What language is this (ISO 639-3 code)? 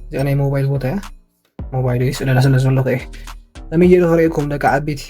tir